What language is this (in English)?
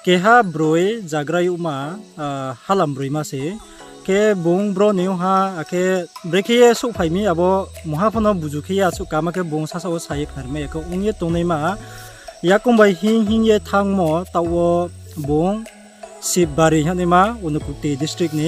Riang (India)